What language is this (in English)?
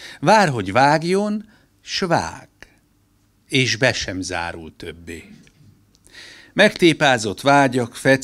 Hungarian